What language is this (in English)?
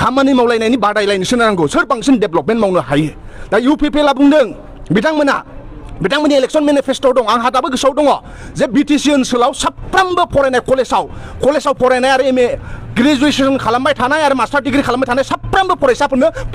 Bodo